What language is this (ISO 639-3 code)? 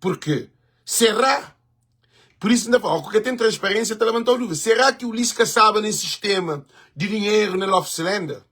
kea